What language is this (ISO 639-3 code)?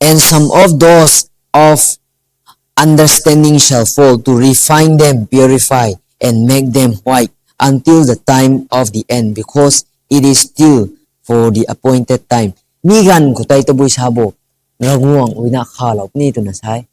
nbu